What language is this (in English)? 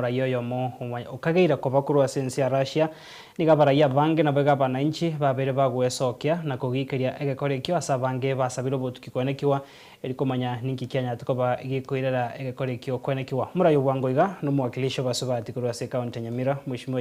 Gusii